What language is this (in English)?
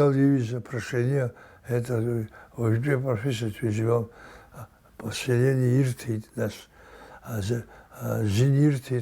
Abkhazian